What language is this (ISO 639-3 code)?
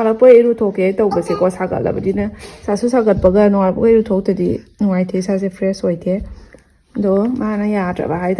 mni